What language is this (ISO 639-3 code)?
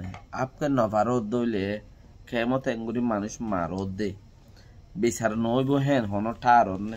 rhg